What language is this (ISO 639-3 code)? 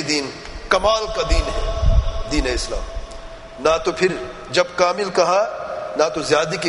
urd